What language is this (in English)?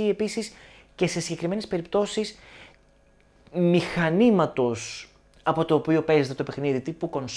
Greek